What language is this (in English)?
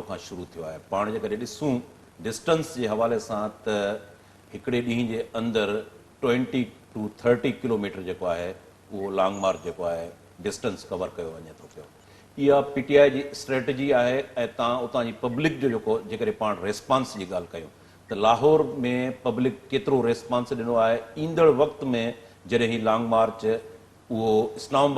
Sindhi